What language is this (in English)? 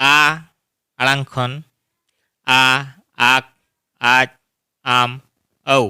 Santali